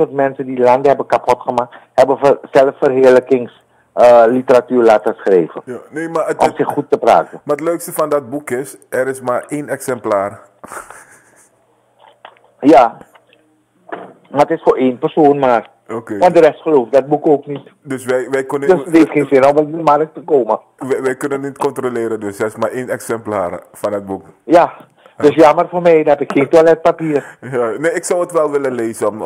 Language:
Dutch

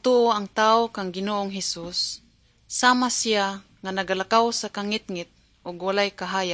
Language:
Cebuano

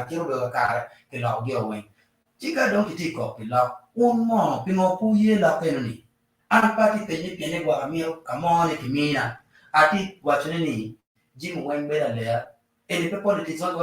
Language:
Acoli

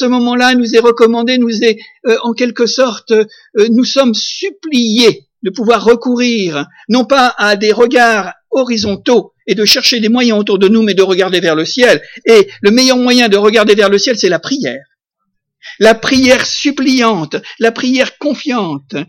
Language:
French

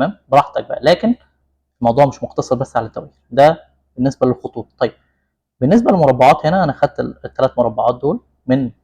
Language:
Egyptian Arabic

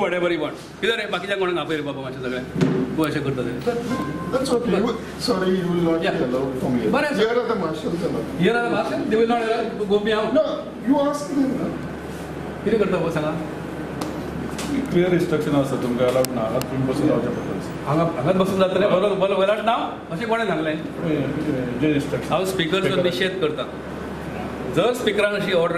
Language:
Konkani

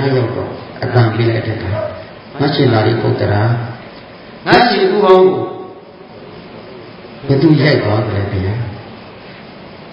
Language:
Burmese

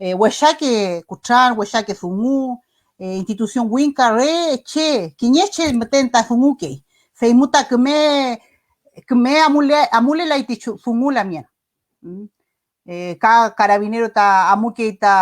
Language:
Mapuche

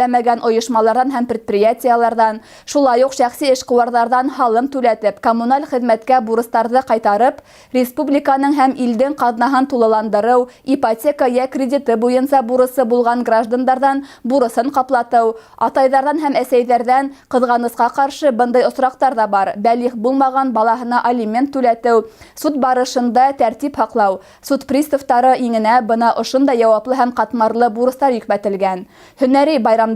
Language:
Bashkir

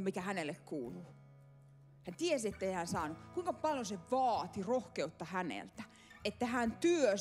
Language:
Finnish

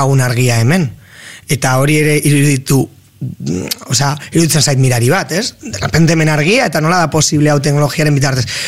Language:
Basque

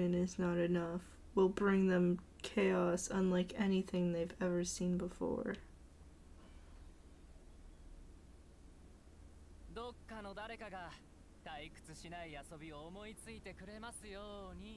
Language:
Japanese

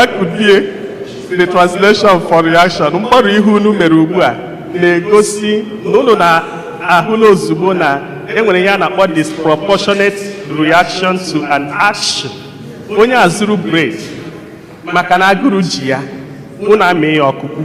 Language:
Igbo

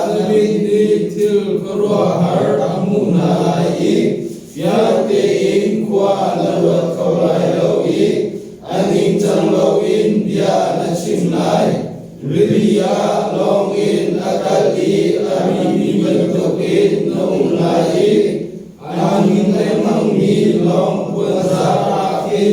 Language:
Hakha Chin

